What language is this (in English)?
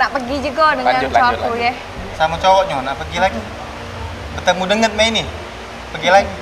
Musi